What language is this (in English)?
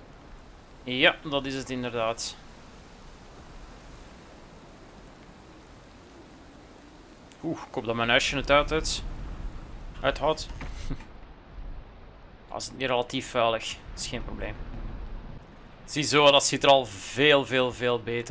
Dutch